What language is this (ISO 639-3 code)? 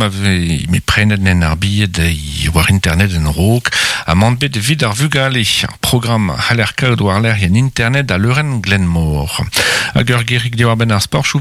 bre